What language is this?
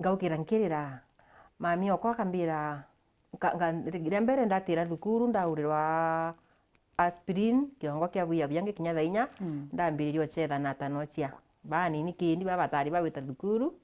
Meru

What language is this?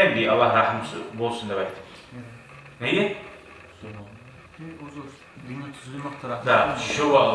Kumyk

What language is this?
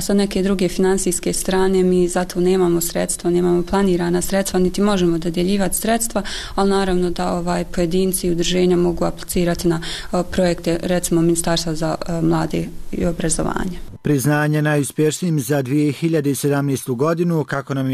Bosnian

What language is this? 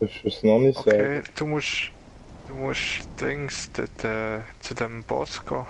Swiss German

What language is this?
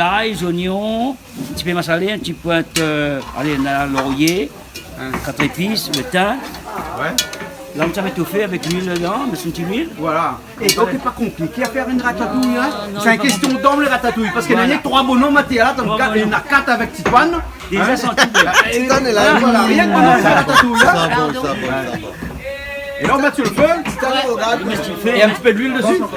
Réunion Creole French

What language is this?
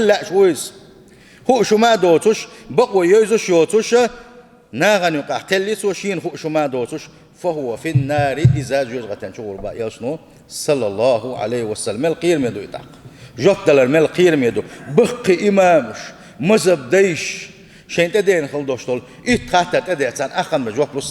Chechen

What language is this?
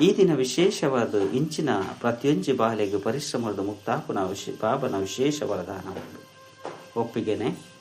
Tulu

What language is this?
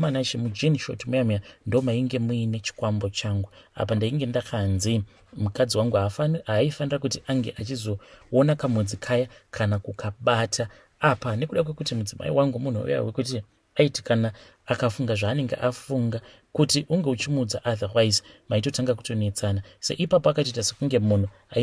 Shona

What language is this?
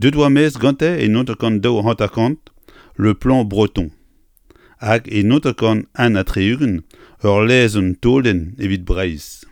Breton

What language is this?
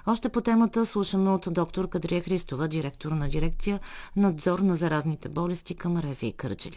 Bulgarian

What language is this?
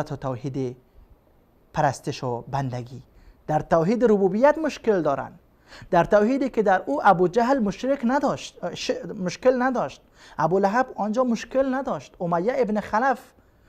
Persian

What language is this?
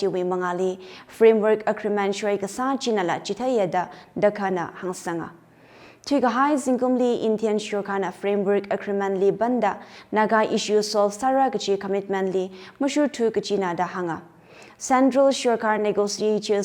Tangkhul Naga (India)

